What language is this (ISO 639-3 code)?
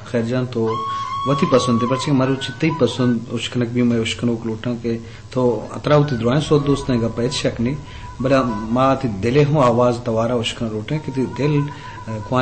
bgp